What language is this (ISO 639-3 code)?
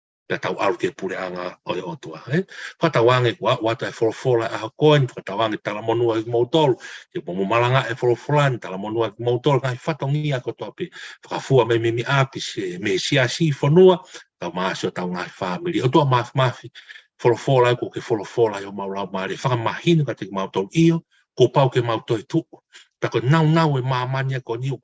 ton